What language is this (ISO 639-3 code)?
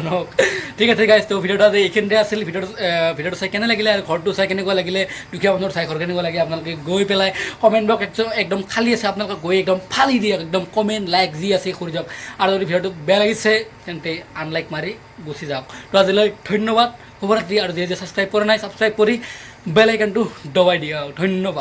asm